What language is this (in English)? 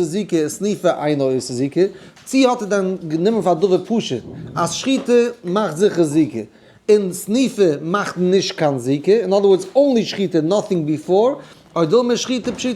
Yiddish